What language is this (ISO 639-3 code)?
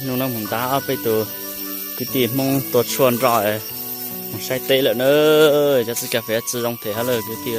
hmn